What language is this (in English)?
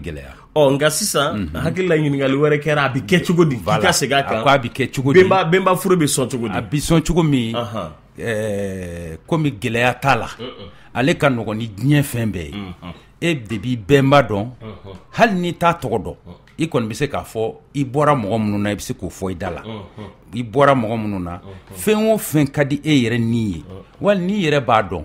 Bambara